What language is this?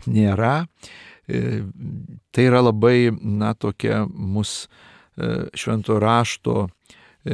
Lithuanian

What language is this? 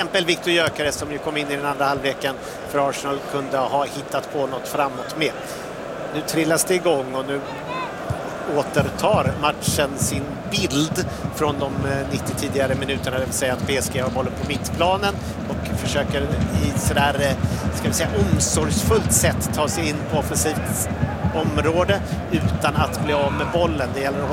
Swedish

